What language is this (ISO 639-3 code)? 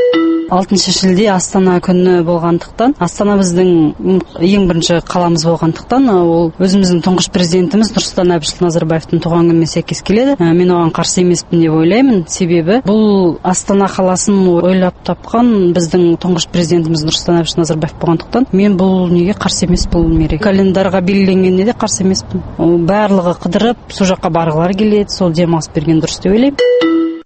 kaz